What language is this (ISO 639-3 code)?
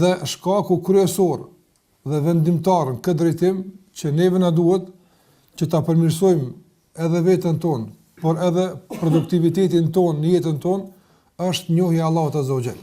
sqi